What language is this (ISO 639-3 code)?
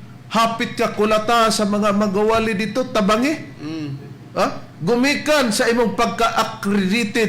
ceb